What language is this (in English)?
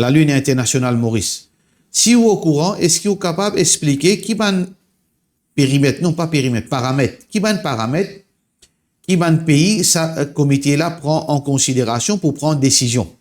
Morisyen